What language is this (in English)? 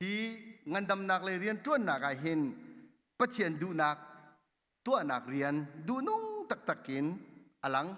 Hakha Chin